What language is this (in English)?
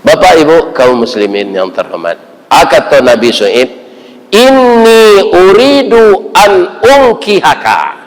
Minangkabau